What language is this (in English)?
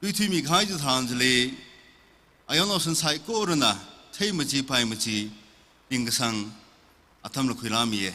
Tangkhul Naga (India)